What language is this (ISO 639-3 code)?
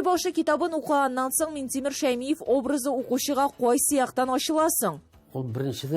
tat